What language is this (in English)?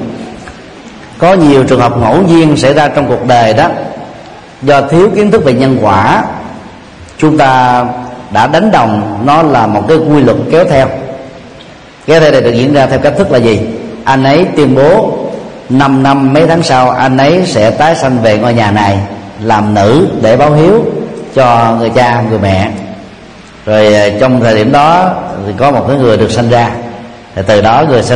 Vietnamese